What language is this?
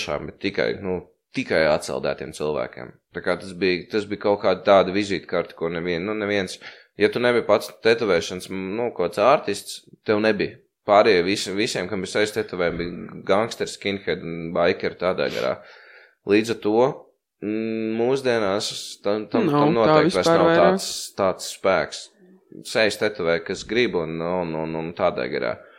Latvian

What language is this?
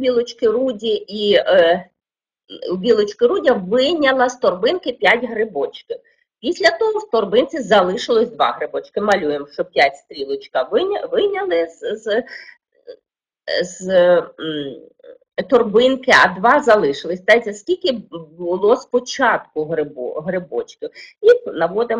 Ukrainian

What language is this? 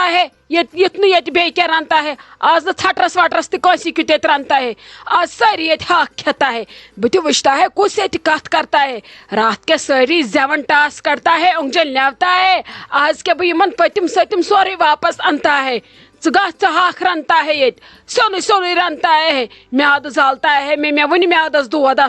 Kashmiri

